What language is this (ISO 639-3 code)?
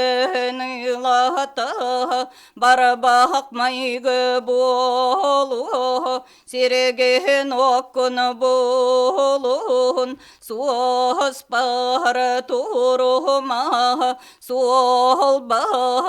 sah